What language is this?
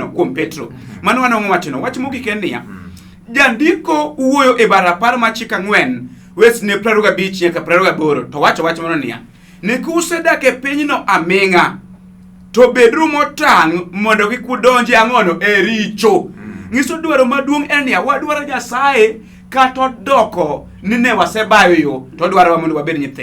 Luo (Kenya and Tanzania)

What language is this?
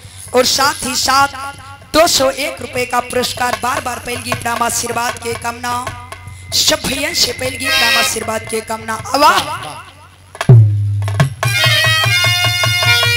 Bhojpuri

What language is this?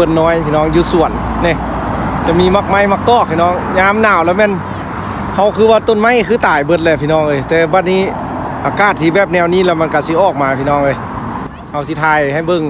Lao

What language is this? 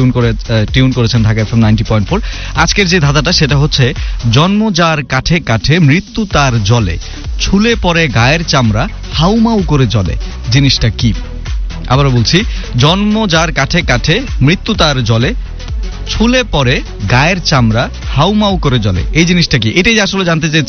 Bangla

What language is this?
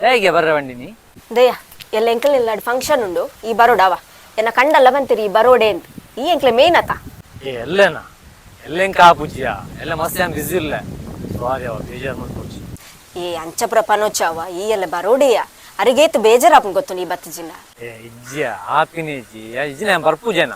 Tulu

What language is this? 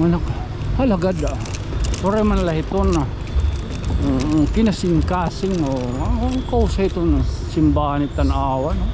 Waray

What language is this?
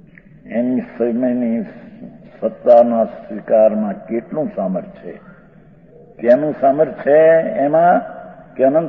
Gujarati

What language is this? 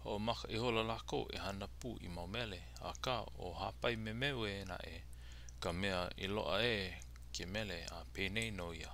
Hawaiian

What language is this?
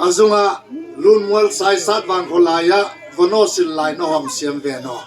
Tedim Chin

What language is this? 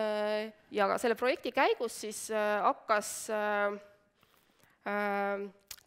Estonian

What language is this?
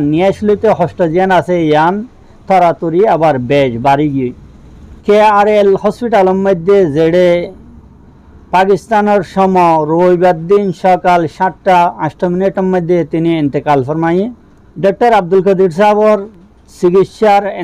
Rohingya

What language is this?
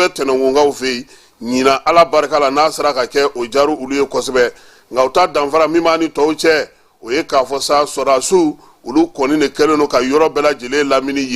Bambara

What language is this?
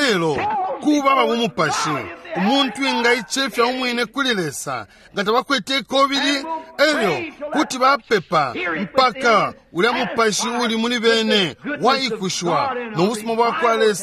Bemba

